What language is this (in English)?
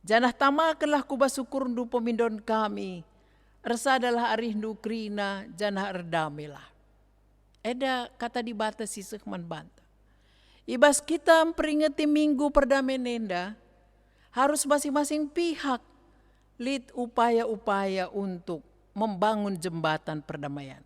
Batak Karo